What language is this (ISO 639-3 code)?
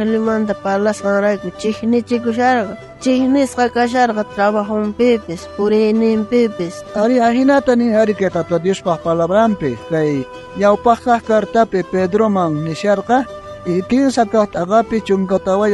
quh